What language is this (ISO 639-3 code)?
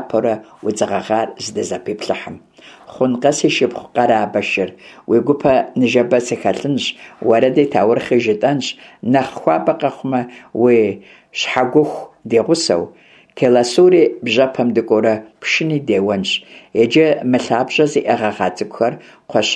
kbd